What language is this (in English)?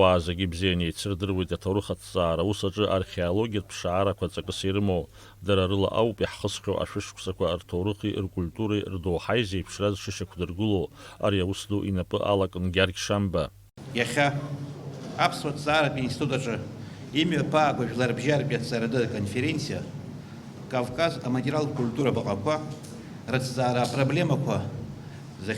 Abkhazian